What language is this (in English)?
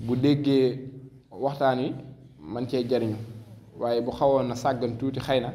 Wolof